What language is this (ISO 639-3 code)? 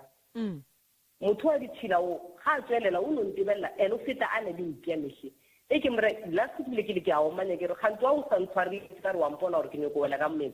nso